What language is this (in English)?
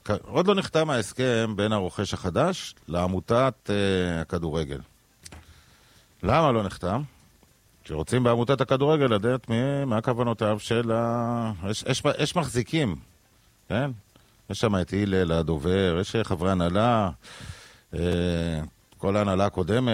Hebrew